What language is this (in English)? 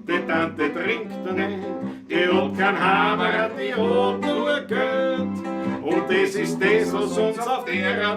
Bavarian